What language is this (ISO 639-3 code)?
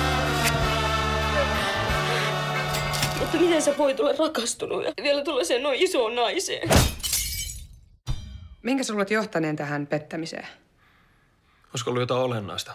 fin